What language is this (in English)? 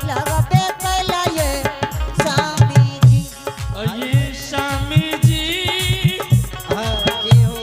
Angika